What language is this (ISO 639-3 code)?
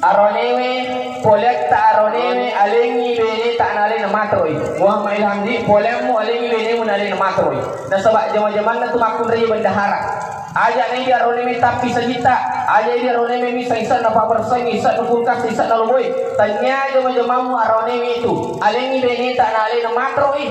bug